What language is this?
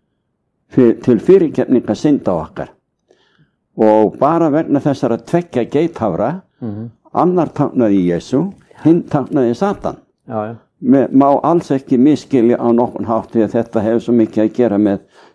Icelandic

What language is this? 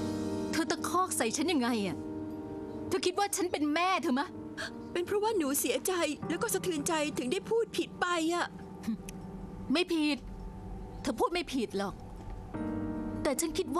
Thai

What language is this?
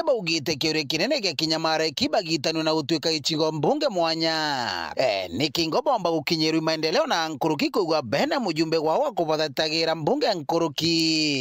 Meru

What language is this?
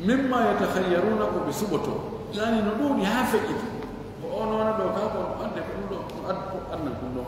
Fula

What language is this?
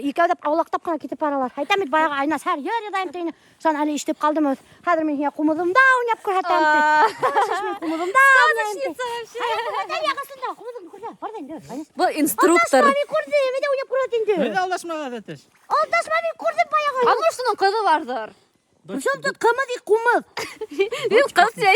Bashkir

